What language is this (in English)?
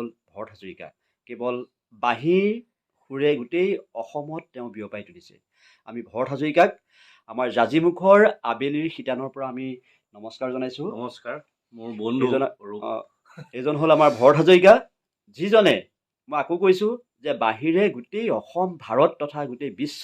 Assamese